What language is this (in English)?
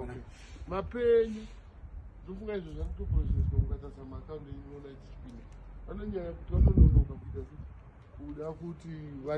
Shona